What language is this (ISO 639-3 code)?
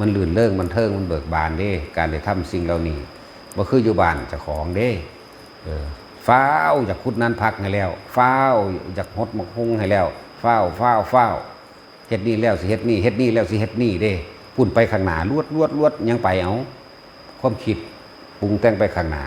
tts